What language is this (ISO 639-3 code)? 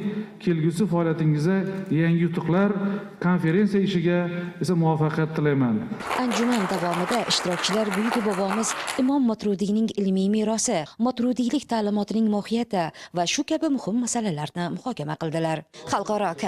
uzb